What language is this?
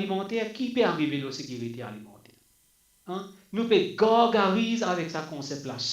Morisyen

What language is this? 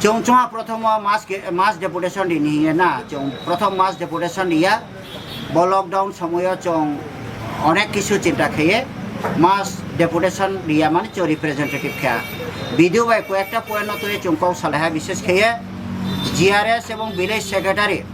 Kok Borok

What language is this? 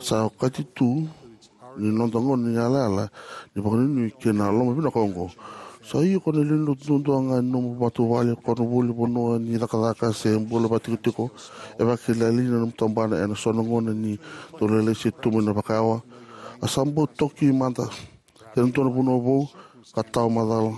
Fijian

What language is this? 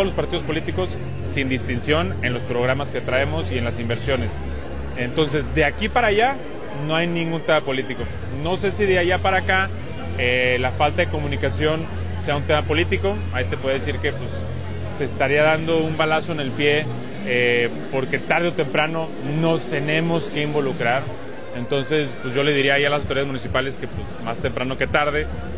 Spanish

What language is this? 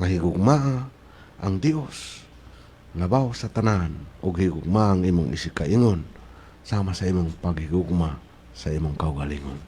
Cebuano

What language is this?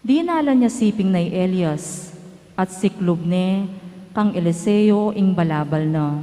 Pampanga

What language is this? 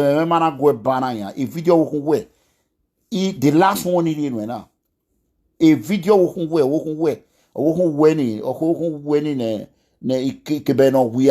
Nigerian Pidgin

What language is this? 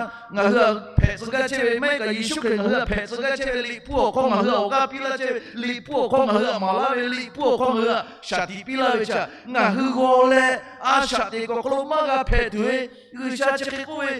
Lahu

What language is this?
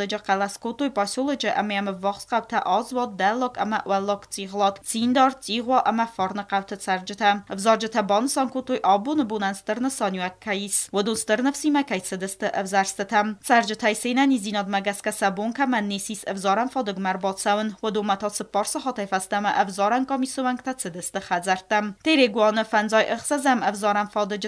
Ossetic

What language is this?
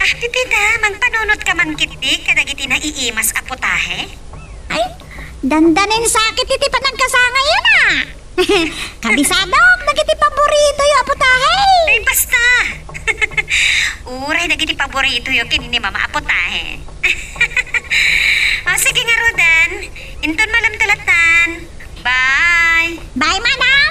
Iloko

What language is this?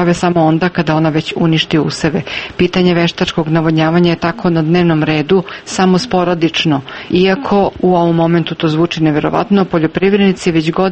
Serbian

